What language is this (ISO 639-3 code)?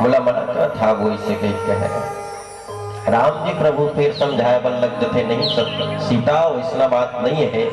hne